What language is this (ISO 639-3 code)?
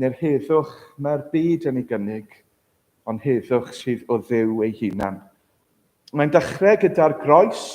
cym